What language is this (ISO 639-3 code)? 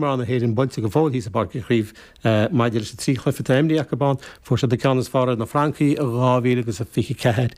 gle